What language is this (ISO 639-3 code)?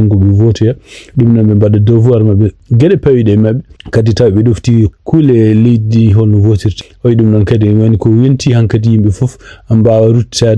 ful